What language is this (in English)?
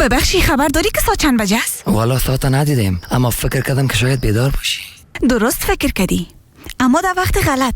Persian